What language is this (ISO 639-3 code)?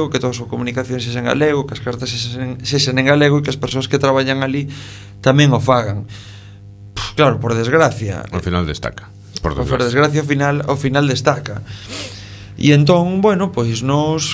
glg